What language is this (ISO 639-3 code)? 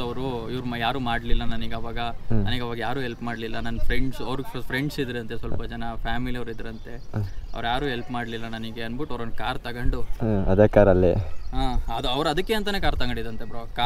kan